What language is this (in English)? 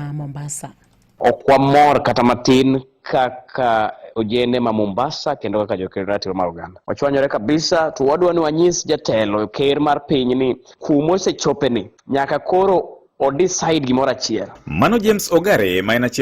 Luo (Kenya and Tanzania)